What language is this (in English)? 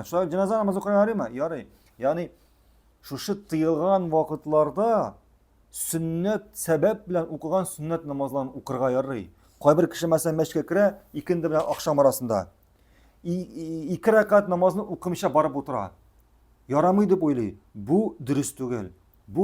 Tatar